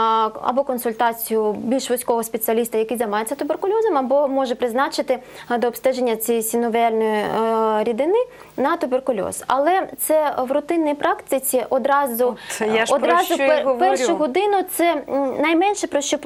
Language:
Ukrainian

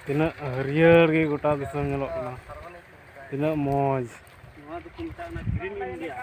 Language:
Santali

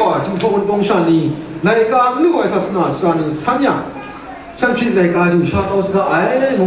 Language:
Kachin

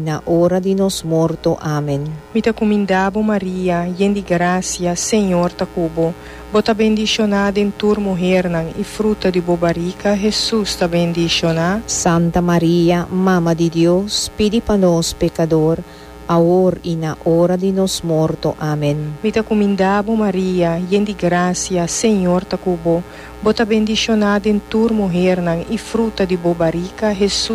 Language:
Papiamento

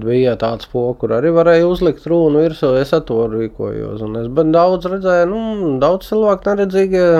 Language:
Latvian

